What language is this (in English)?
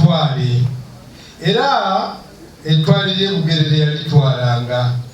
Ganda